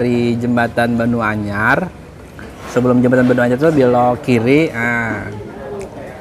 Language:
Banjar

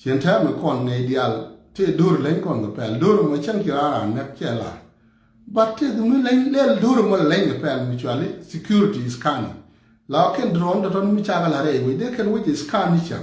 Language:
Nuer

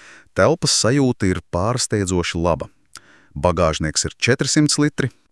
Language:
Latvian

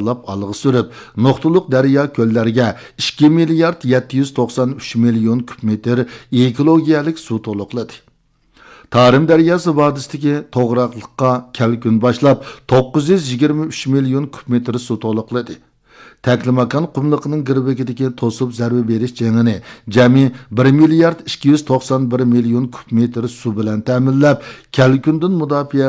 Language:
Uyghur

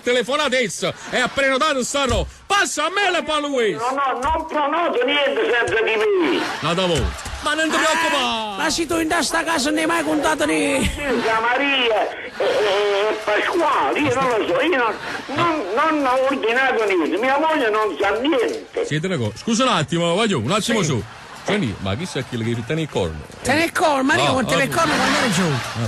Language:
Neapolitan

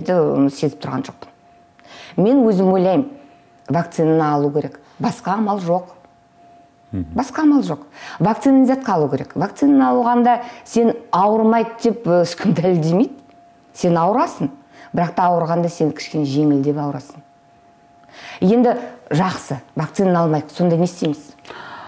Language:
Kazakh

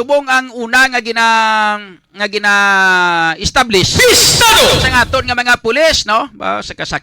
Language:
Hiligaynon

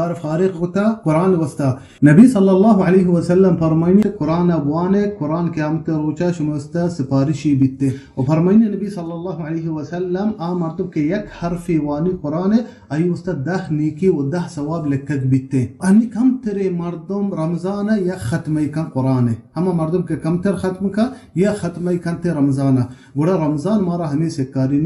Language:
Baluchi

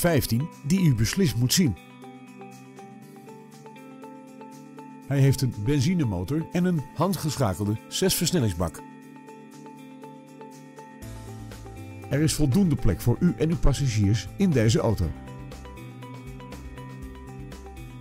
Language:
Dutch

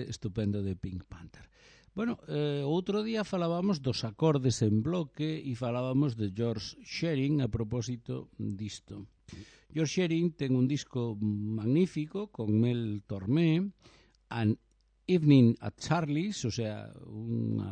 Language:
Galician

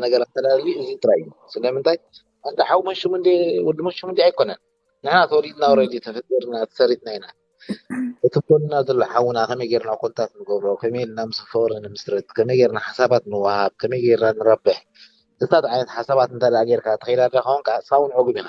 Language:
Tigrinya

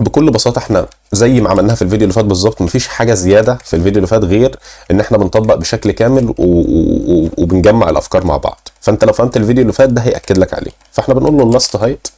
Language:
Egyptian Arabic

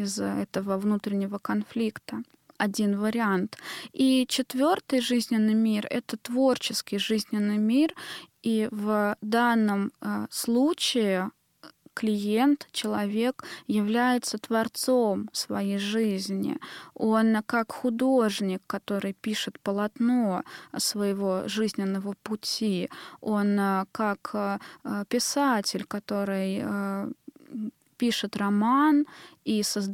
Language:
Russian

